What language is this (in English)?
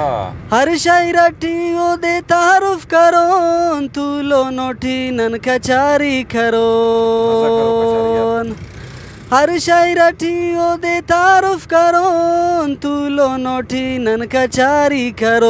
Brahui